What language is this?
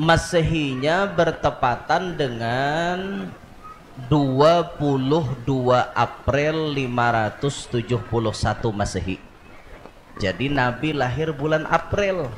Banjar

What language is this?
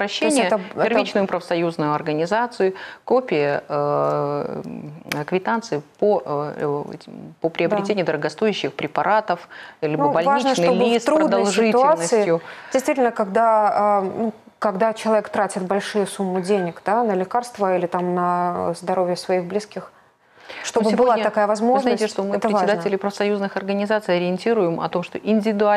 Russian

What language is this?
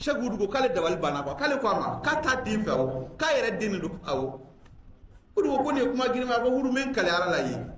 Mandingo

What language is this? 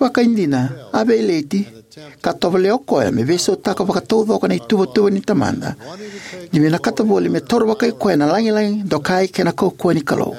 Fijian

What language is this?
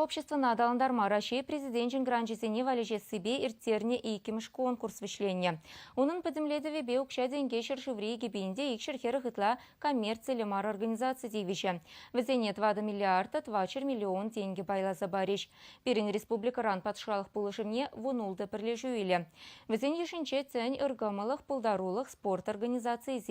Chuvash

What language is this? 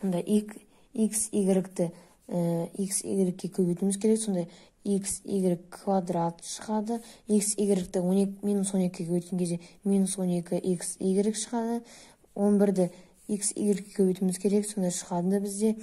Kazakh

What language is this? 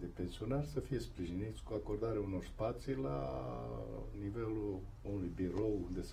Romanian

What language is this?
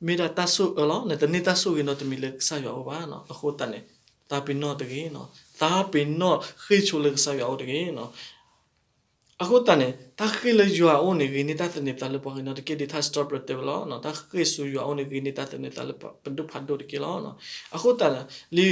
S'gaw Karen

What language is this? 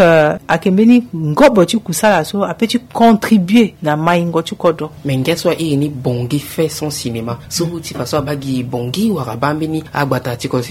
Sango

